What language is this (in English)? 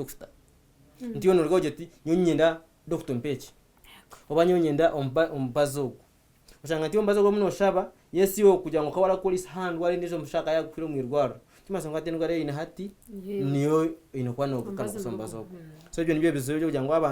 Nyankole